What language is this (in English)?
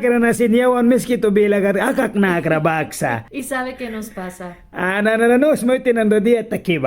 Mískito